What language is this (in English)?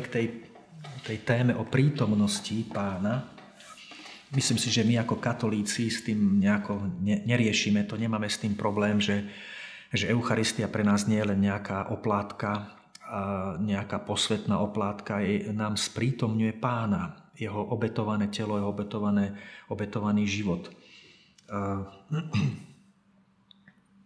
Slovak